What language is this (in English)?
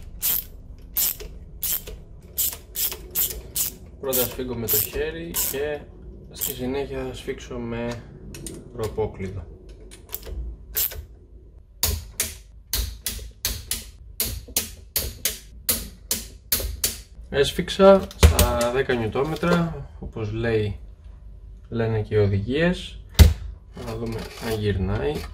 Greek